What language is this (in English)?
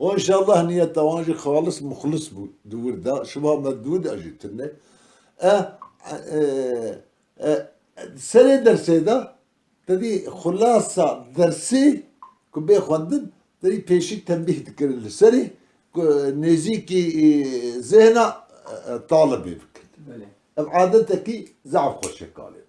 Kurdish